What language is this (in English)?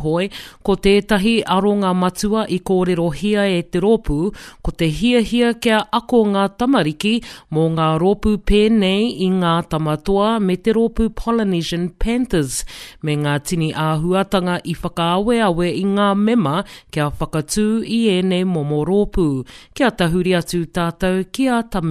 Māori